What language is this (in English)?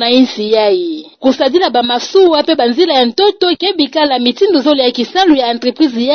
Kituba (Democratic Republic of Congo)